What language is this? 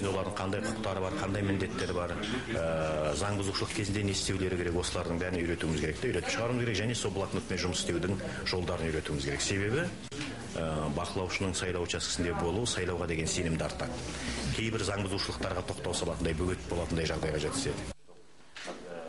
Kazakh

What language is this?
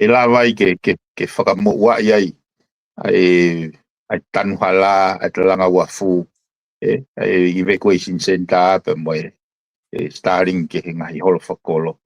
Tongan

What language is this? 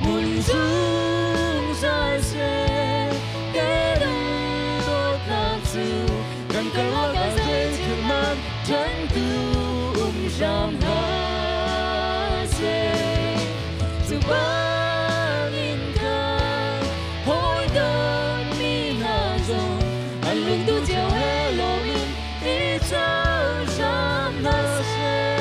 Hakha Chin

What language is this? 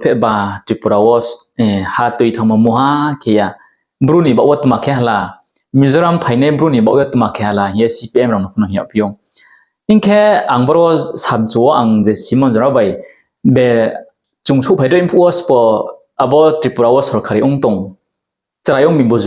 Riang (India)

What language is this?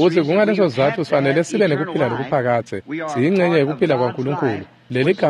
Swati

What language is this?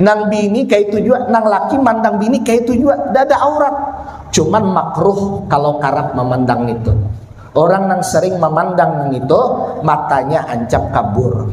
Banjar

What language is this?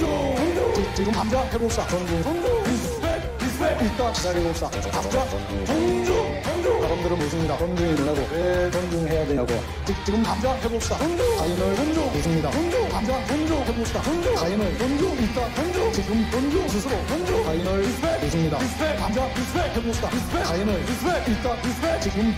Korean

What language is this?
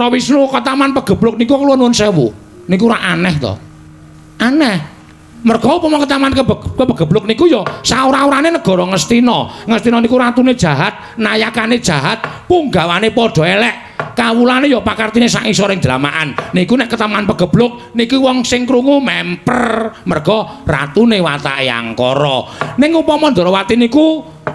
Javanese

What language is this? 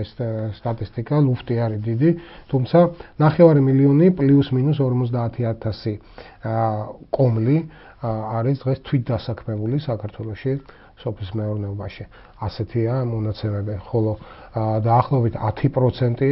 Georgian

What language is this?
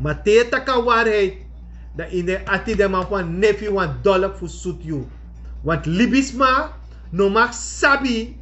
Sranan Tongo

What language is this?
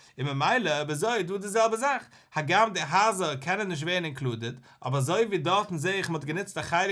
Yiddish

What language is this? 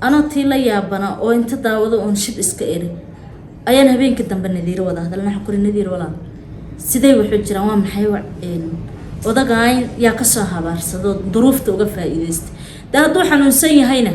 Somali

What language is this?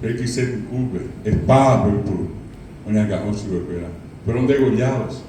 Guarani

